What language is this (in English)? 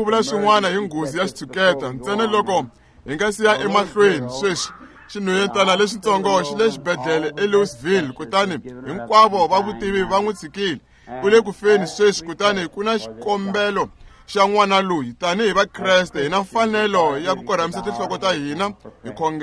Tsonga